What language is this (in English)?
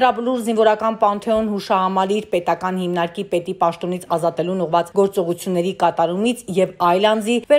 Armenian